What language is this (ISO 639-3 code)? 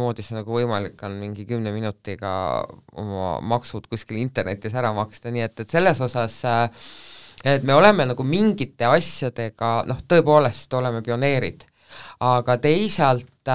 est